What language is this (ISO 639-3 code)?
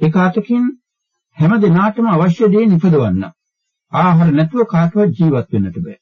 sin